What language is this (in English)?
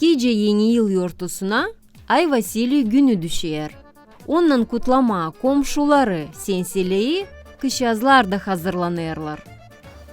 Gagauz